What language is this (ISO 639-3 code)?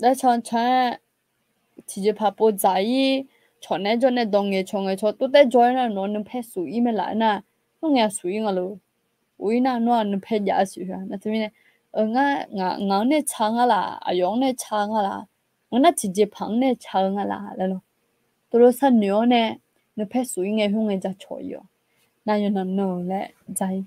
ahk